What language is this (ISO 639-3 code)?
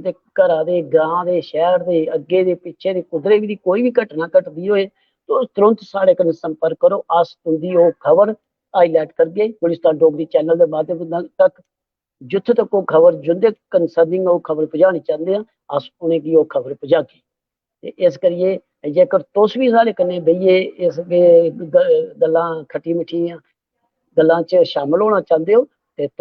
doi